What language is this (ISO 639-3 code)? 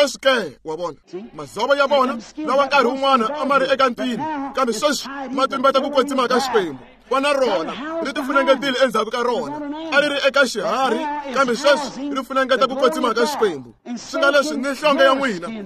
tso